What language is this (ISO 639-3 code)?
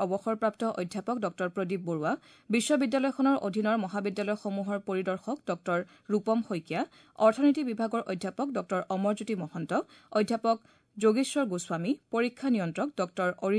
asm